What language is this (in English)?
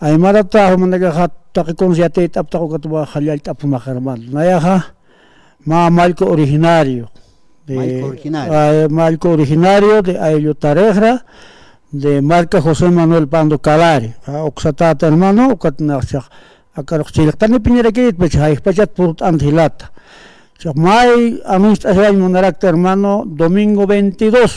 Aymara